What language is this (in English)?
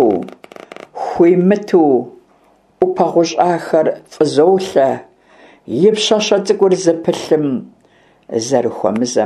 Kabardian